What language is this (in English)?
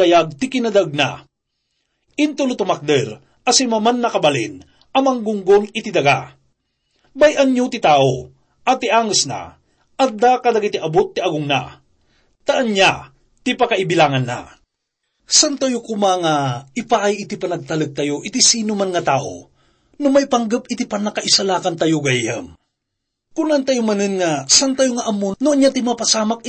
Iloko